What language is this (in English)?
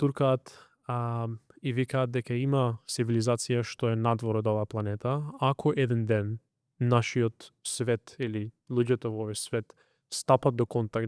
Macedonian